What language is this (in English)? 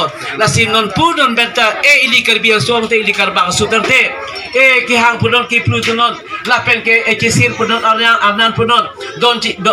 Karbi